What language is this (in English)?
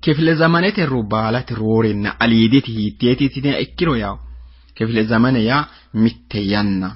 Sidamo